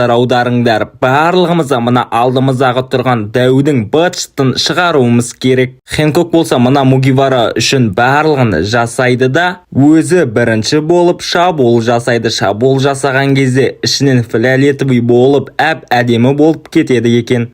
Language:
Kazakh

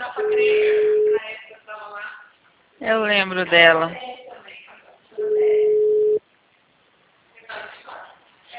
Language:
Portuguese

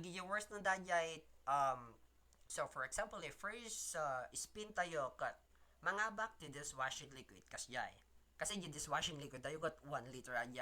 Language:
Iloko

